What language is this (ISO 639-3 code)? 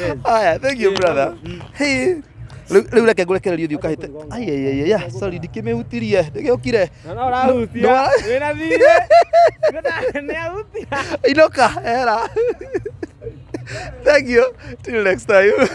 kik